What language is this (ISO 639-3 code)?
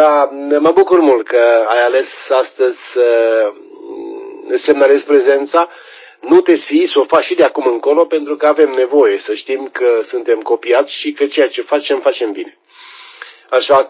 ron